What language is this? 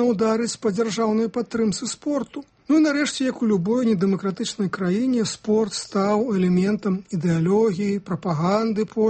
Belarusian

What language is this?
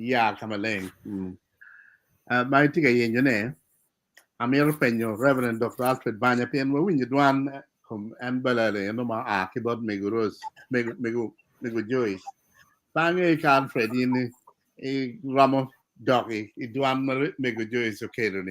Acoli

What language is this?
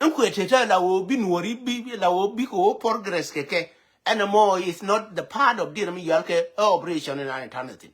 Nuer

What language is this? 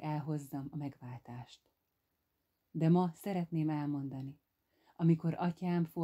Hungarian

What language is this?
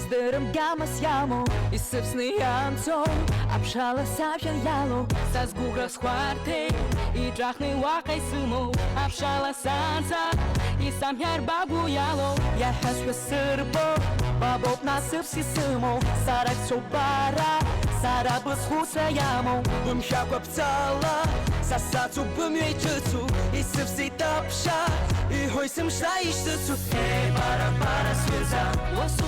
Abkhazian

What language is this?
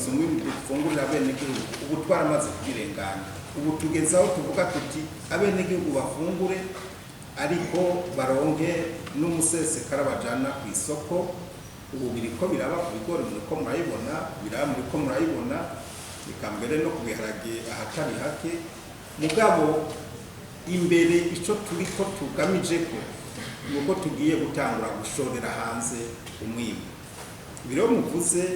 Rundi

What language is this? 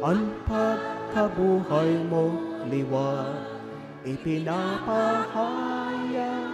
Bikol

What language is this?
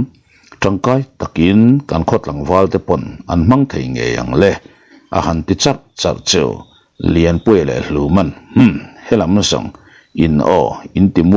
Mizo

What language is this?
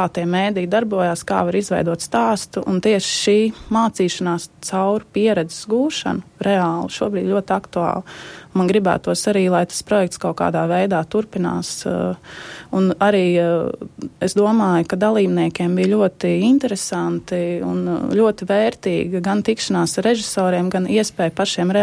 Latvian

